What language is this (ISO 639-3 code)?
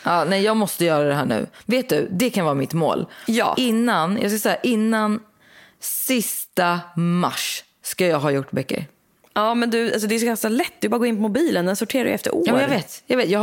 swe